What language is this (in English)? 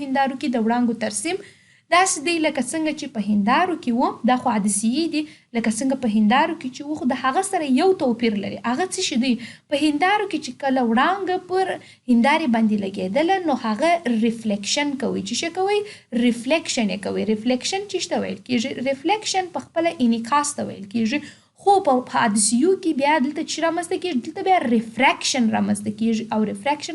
Pashto